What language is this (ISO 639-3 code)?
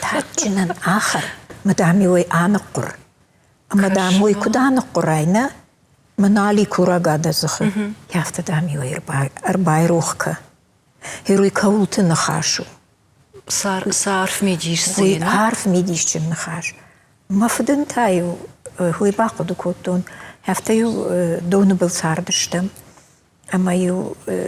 oss